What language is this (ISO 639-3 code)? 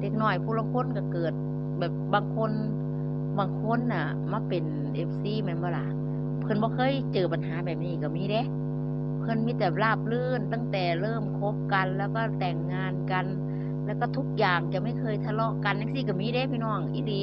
tts